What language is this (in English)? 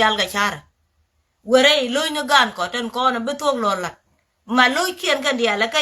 Nuer